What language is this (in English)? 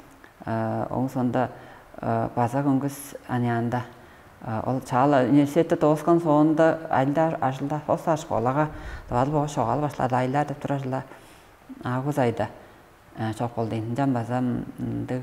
Tuvinian